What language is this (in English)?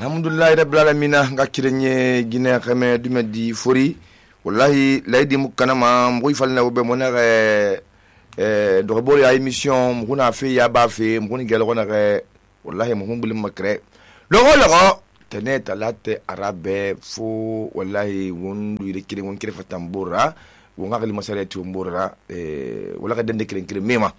Susu